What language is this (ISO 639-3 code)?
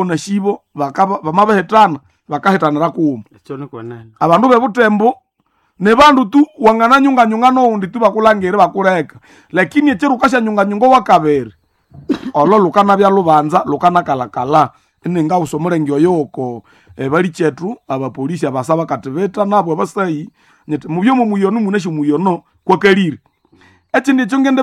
nnb